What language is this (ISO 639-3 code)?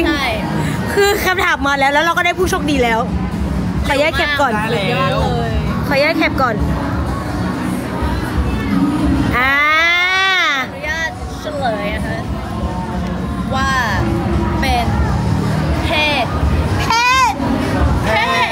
tha